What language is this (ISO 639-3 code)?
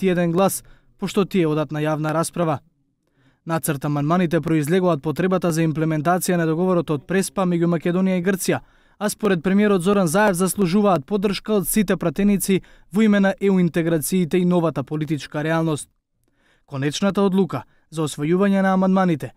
mkd